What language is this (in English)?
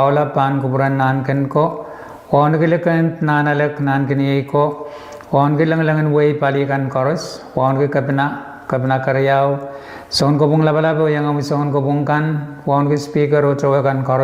Pohnpeian